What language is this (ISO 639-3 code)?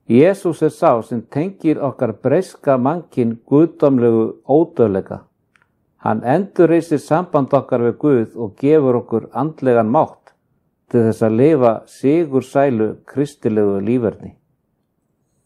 isl